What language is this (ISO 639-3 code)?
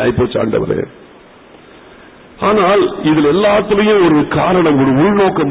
tam